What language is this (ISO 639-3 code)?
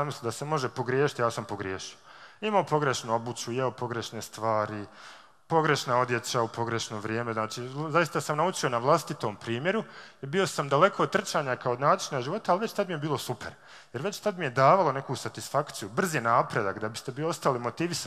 bos